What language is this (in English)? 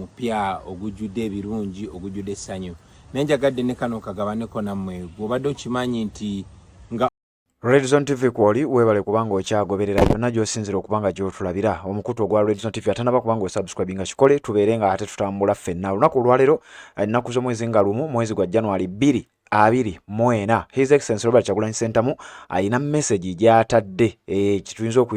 Ganda